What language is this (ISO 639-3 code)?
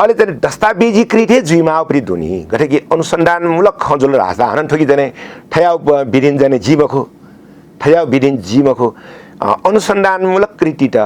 new